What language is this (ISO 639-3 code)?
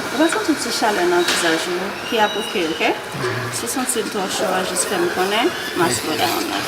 hat